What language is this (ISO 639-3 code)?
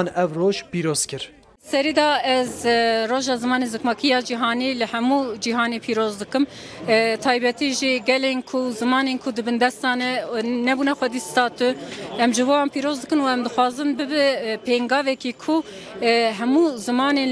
kur